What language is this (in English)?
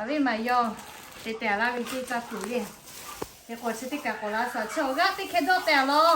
Lahu